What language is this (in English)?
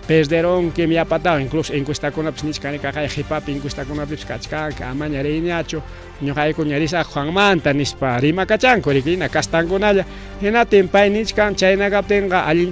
Ayacucho Quechua